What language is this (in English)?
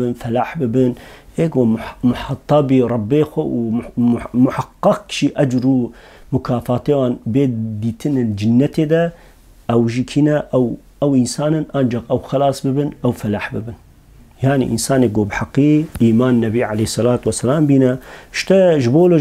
Kurdish